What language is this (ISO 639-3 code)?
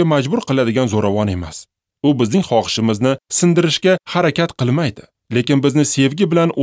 uzb